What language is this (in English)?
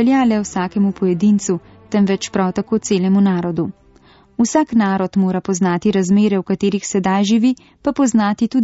Slovenian